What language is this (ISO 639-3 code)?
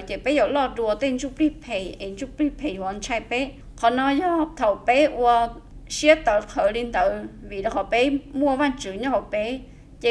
hmn